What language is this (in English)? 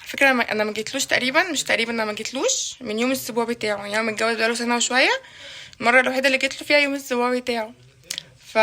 Egyptian Arabic